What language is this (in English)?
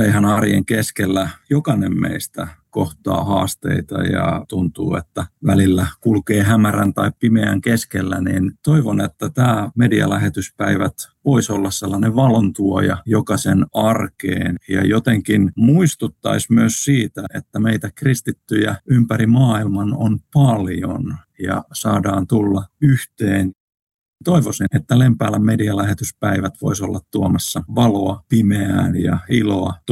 Finnish